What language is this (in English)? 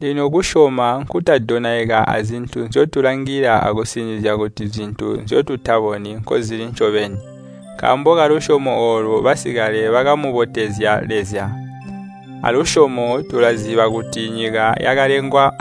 Tonga (Zambia)